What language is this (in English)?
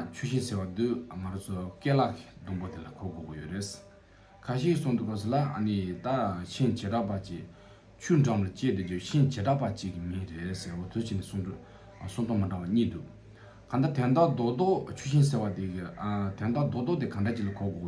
Tibetan